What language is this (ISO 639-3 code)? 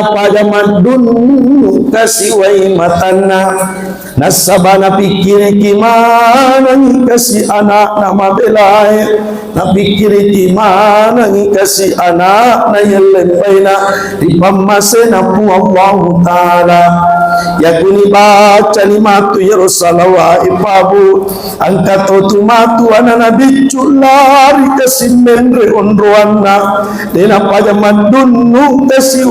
bug